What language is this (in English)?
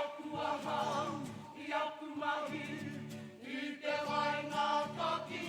Māori